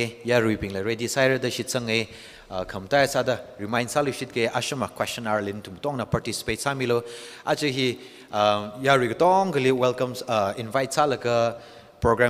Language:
Tangkhul Naga (India)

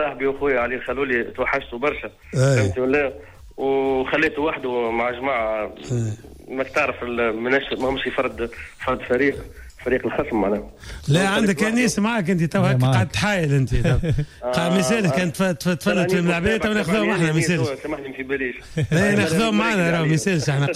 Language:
Tunisian Arabic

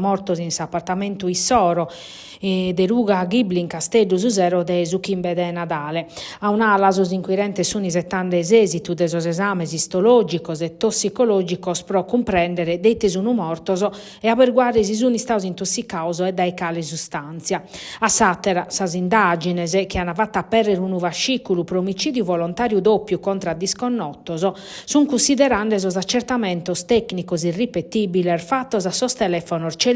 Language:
Sardinian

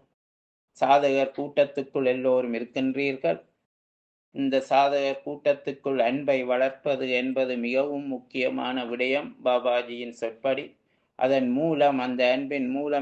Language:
Tamil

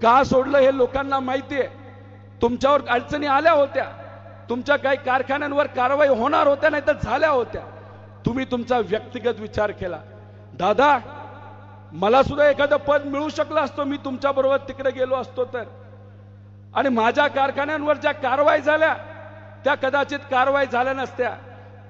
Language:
Marathi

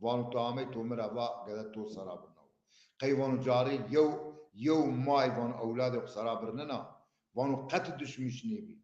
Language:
Zaza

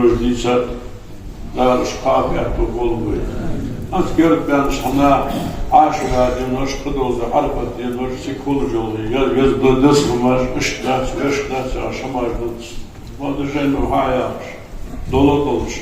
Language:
Ingush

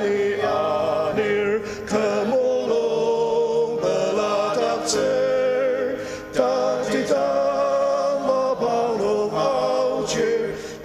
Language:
Ao Naga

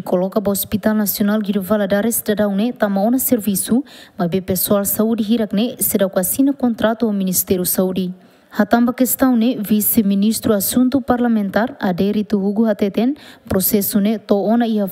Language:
Tetum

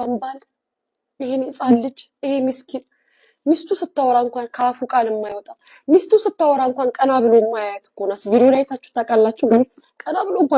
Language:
Amharic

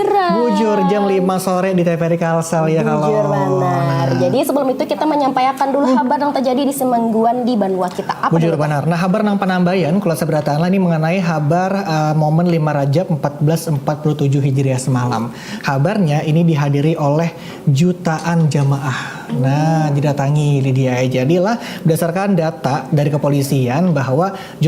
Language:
Banjar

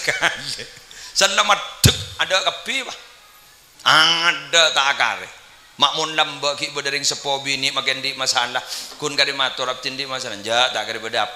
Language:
Madurese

